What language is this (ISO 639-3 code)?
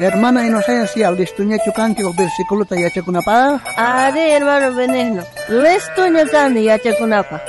quh